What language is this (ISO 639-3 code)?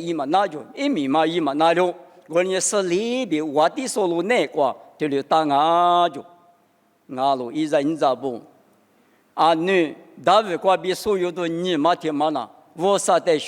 lis